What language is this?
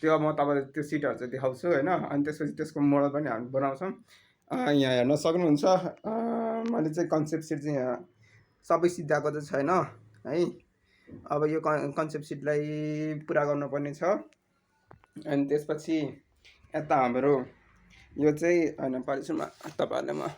Nepali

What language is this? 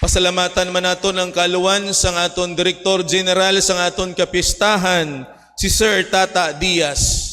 Hiligaynon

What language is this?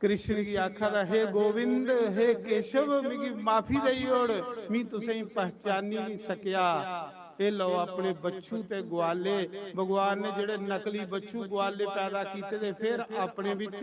Dogri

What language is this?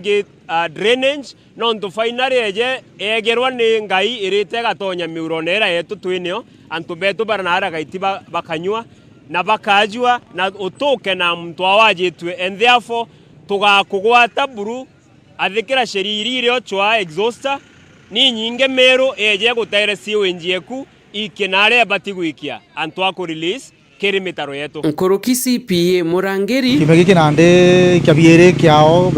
Meru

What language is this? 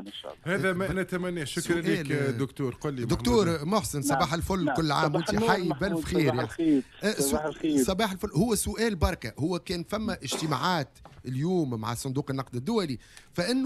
Tunisian Arabic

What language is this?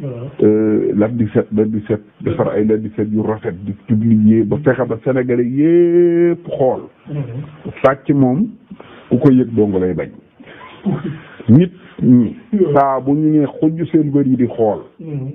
Wolof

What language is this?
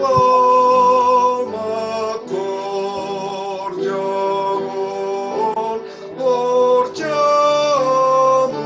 Batak Simalungun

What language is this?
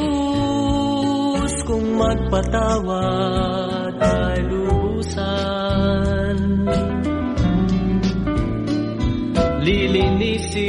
Filipino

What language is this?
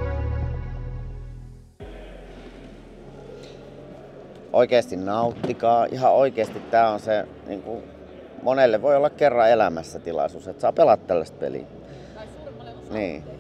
Finnish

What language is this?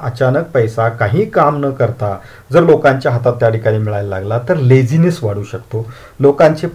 Marathi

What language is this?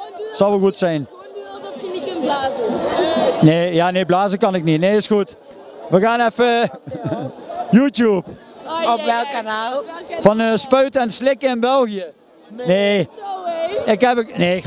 Dutch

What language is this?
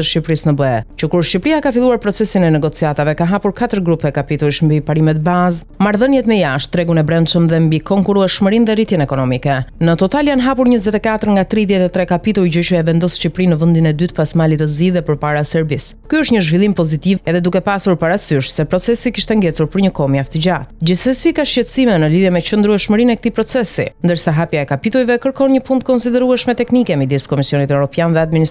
Albanian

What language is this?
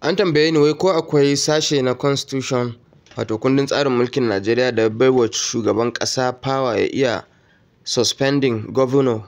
Hausa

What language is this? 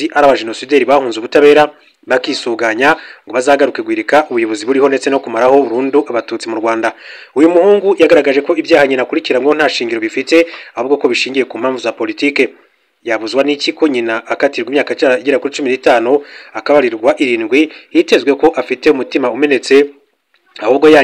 Kinyarwanda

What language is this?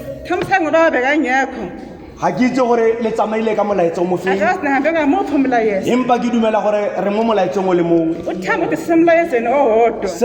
Tswana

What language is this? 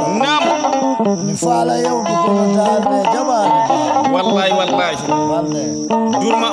Fula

